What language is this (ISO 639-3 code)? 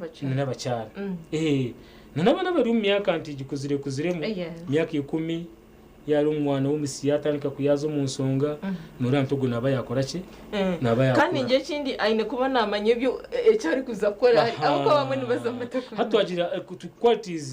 nyn